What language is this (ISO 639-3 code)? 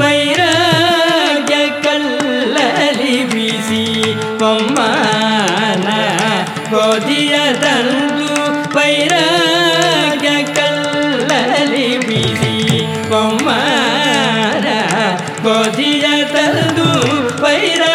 kan